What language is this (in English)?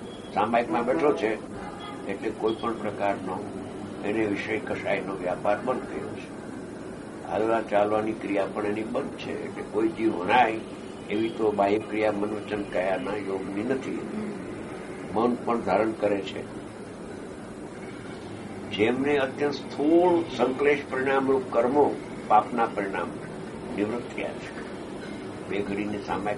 Gujarati